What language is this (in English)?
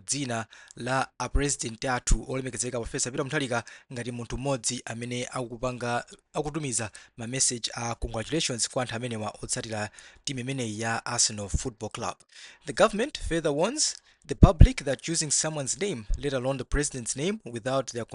Nyanja